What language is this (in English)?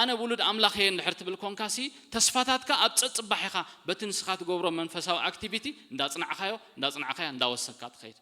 Tigrinya